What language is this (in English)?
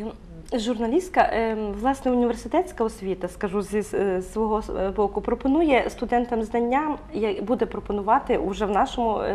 Ukrainian